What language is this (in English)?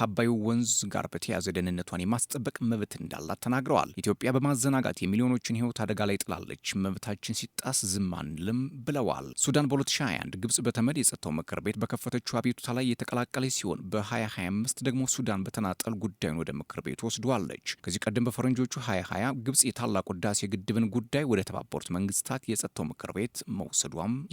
Amharic